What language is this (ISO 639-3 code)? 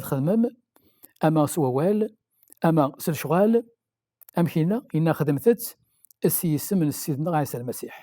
kab